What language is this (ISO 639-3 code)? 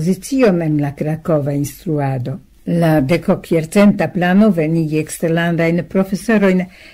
epo